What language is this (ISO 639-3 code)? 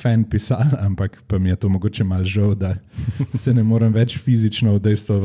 slv